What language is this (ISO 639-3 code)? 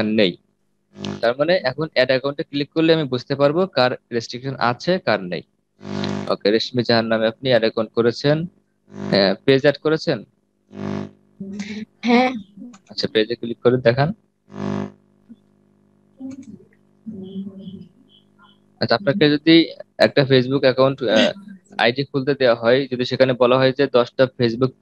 ben